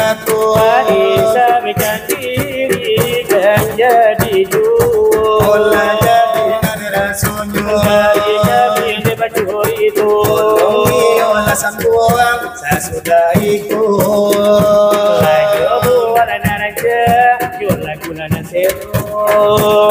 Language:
Minangkabau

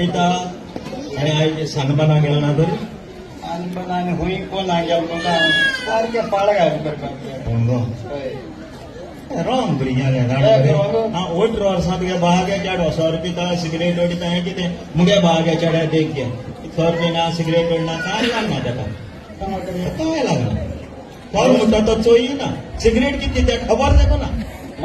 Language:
Konkani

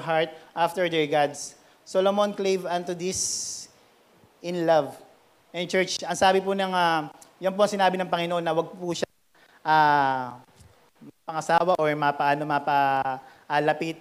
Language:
Filipino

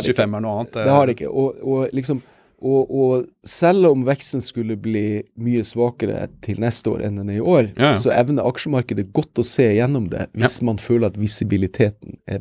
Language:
Norwegian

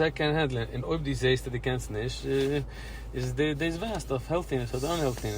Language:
Yiddish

